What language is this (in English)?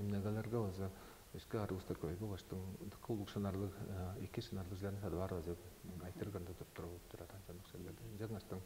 Tuvinian